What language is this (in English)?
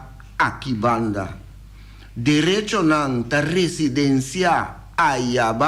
Papiamento